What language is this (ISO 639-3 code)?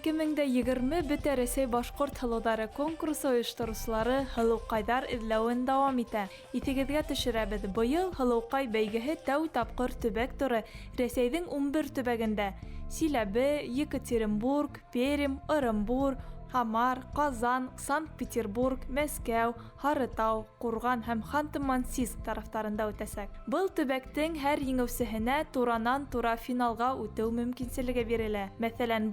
bak